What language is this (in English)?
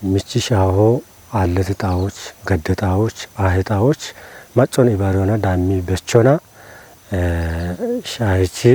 Kafa